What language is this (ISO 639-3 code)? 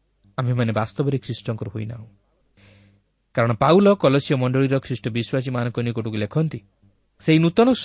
ori